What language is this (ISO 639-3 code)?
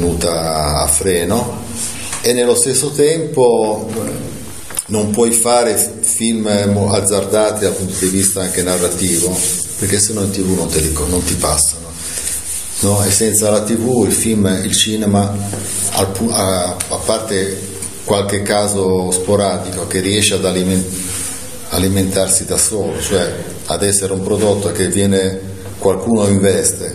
ita